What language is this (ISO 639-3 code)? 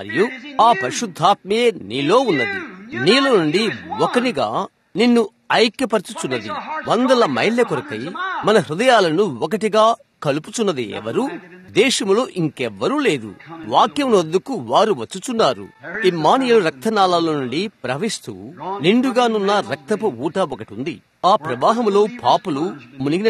tel